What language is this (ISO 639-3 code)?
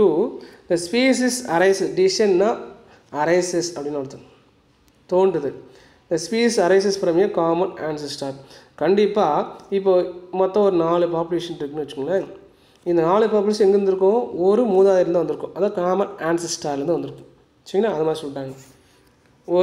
tam